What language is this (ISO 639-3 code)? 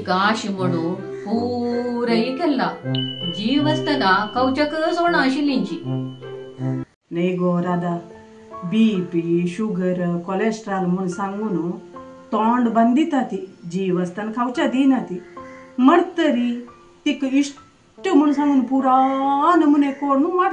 kok